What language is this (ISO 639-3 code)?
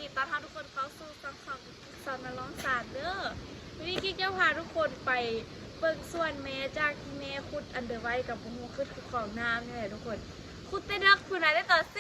lao